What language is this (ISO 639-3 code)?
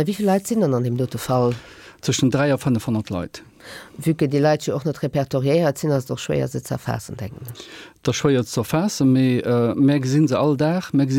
ltz